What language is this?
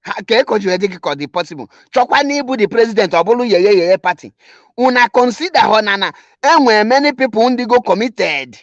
Igbo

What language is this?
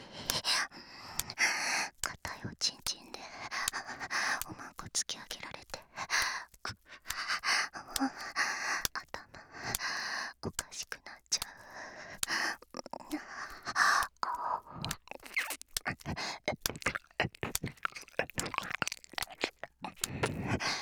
Japanese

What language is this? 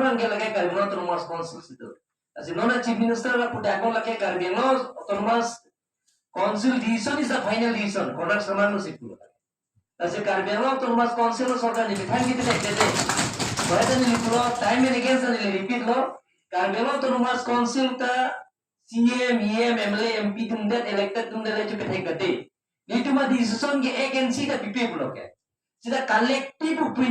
Karbi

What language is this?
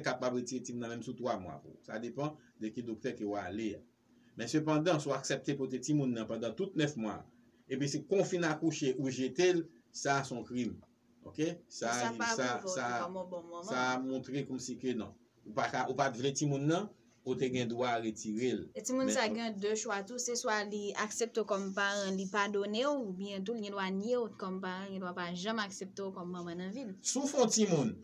Haitian Creole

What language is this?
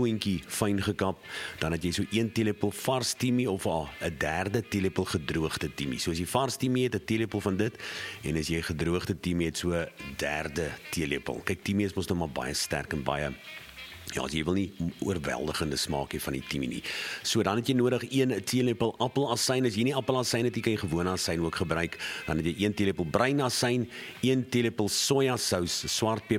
Afrikaans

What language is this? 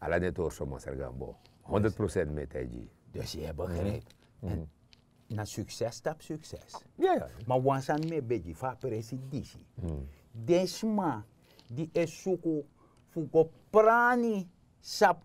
Sranan Tongo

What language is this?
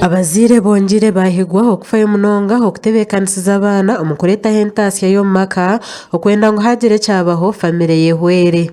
Nyankole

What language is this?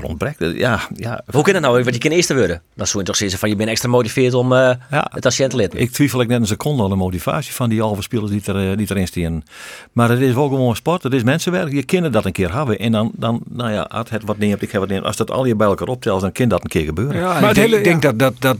Western Frisian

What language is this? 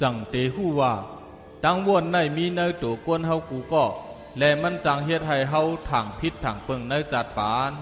Shan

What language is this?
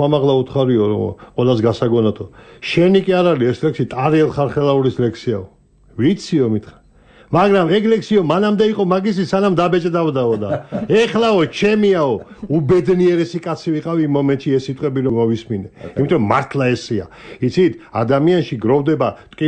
Georgian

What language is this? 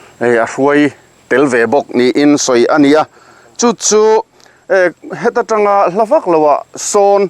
Mizo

